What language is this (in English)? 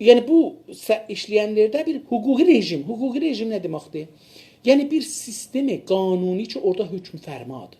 South Azerbaijani